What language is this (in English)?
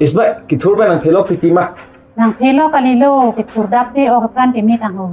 Karbi